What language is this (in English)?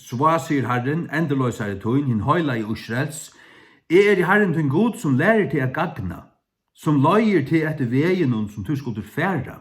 Faroese